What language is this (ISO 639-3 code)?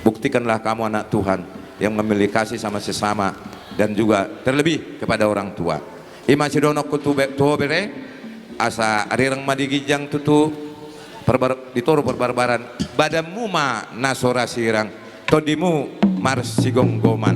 bbc